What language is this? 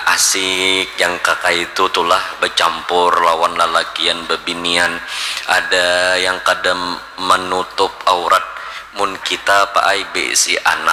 Banjar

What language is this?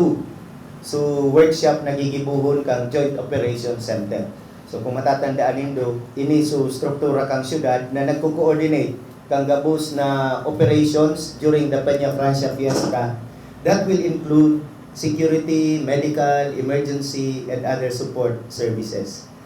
Bikol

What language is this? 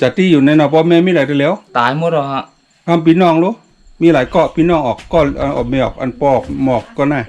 Shan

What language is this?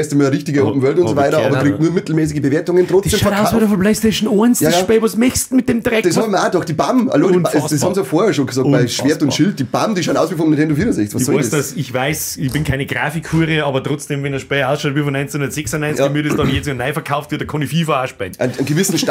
Bavarian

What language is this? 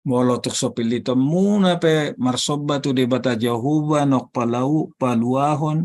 Batak Toba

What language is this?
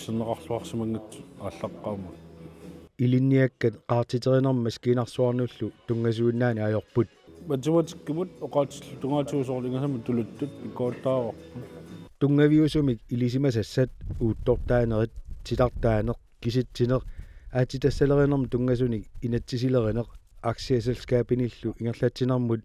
Kalaallisut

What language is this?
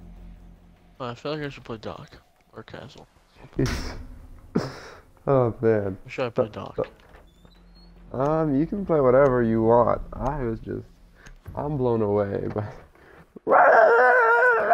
English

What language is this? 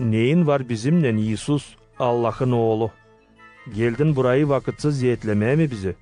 Gagauz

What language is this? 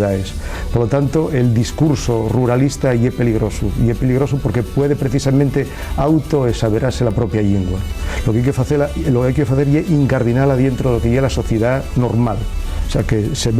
Asturian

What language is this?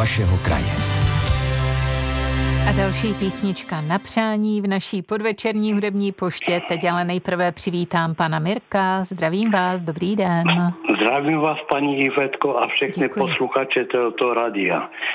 Czech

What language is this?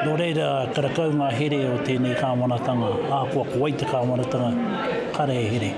Māori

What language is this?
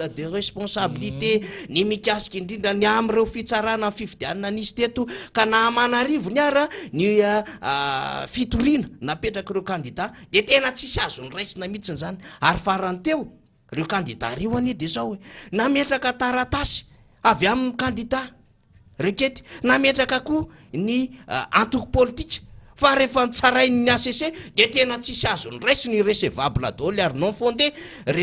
Malagasy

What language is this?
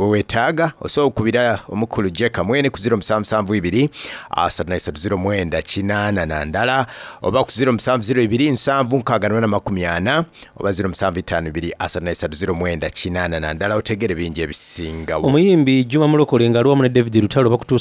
Soga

